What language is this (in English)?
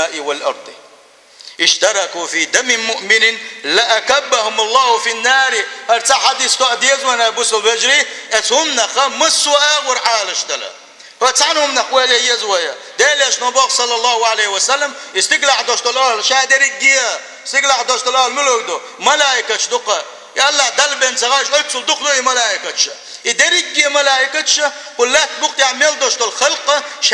Chechen